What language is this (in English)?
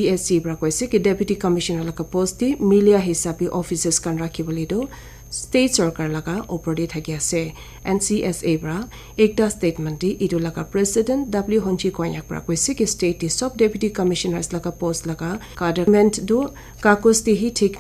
Naga Pidgin